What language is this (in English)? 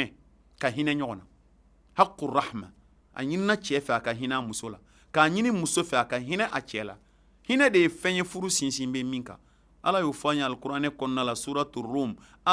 Bambara